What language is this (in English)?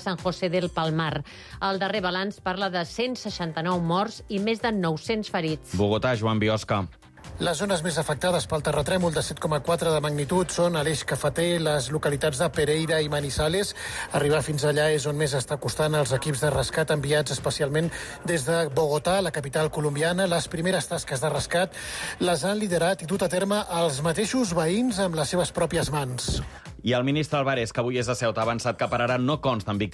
Catalan